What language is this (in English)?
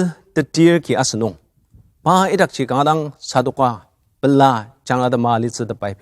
Ao Naga